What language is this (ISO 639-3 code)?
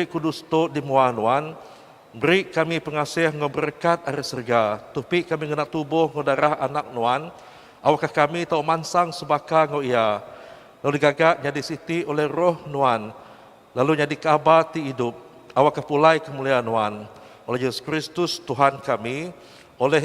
iba